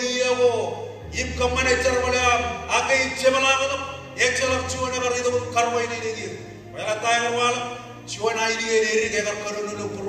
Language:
Marshallese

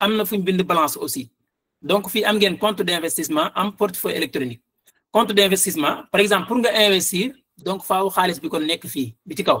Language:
Wolof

